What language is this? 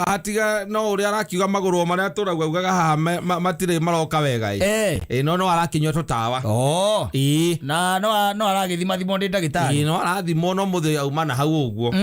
Kikuyu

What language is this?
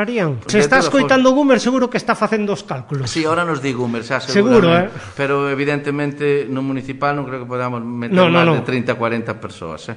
Galician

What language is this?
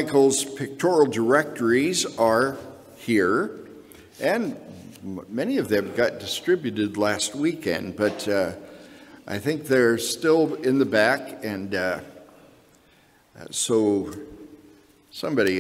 English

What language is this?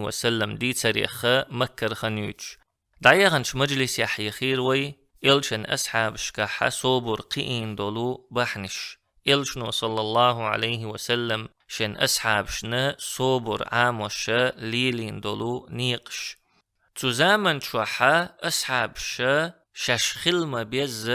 Chechen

